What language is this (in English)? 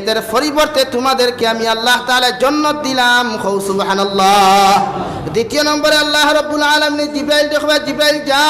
Sylheti